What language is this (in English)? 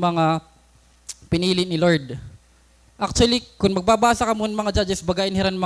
Waray